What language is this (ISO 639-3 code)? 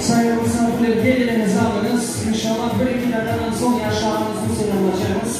crh